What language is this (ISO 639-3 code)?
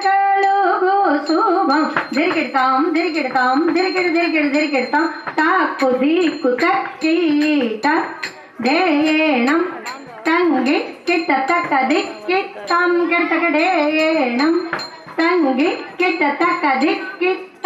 tel